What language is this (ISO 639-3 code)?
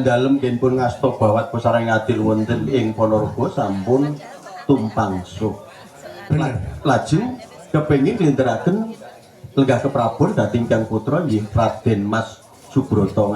jav